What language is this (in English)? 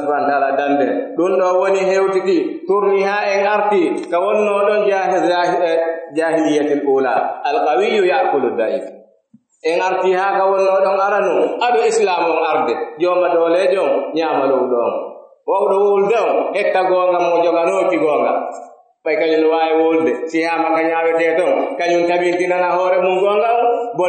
Pular